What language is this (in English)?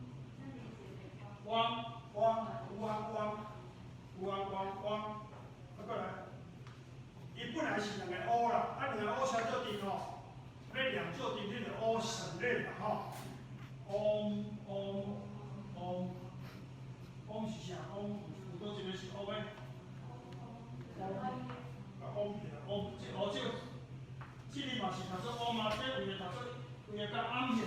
Min Nan Chinese